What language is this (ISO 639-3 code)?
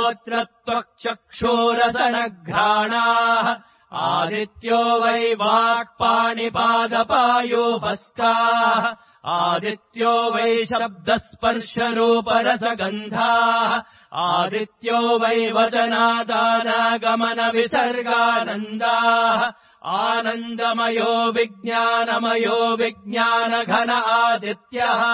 san